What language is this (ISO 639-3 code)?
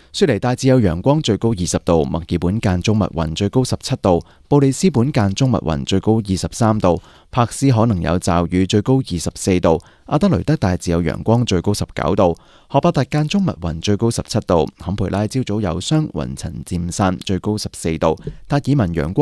yue